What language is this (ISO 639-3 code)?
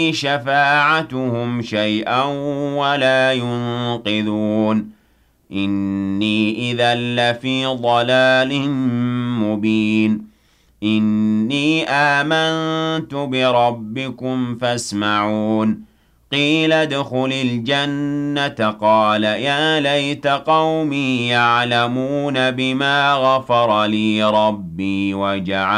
ara